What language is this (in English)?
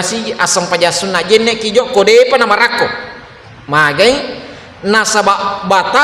Buginese